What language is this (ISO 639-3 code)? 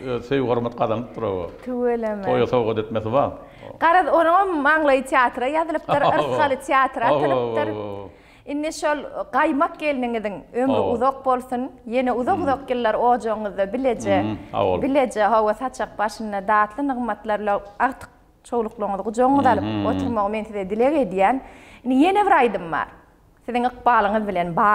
tuk